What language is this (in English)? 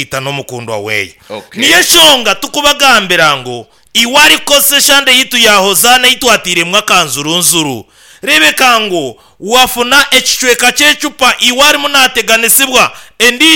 Nyankole